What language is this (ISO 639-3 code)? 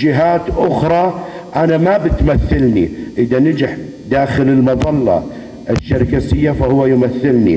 apc